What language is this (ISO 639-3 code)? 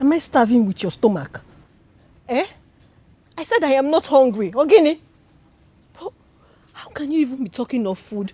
pcm